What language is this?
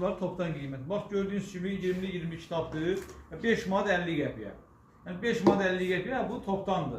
Azerbaijani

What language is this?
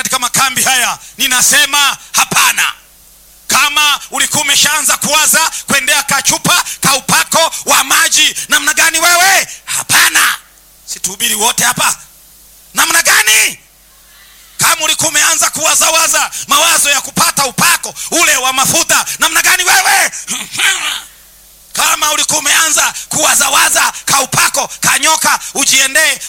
Swahili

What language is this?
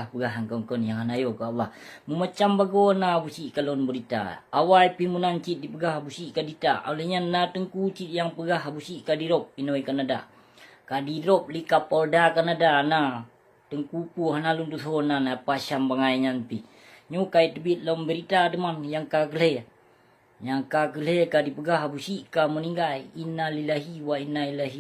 Achinese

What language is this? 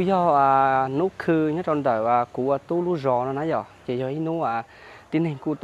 Hmong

